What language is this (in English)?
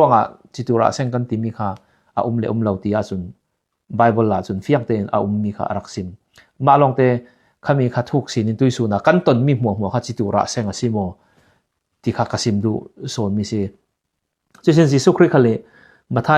Falam Chin